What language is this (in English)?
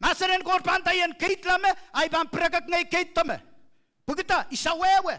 Pohnpeian